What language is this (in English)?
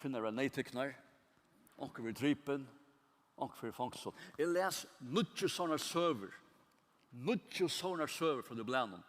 Faroese